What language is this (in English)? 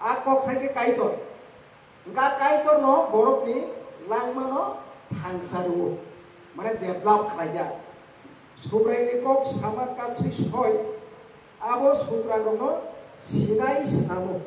Kok Borok